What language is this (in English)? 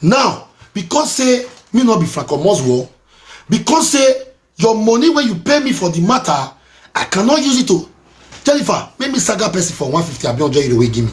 Nigerian Pidgin